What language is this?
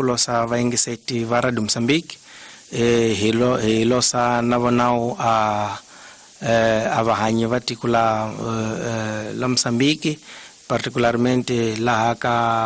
Tsonga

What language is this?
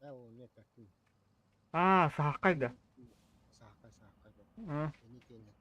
Yakut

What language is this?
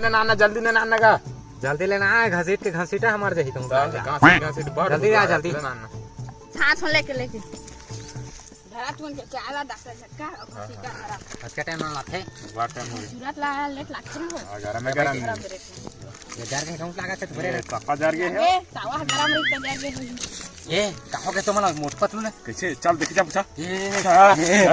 Chhattisgarhi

